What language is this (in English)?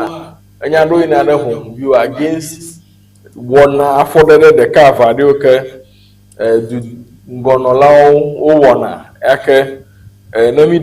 Ewe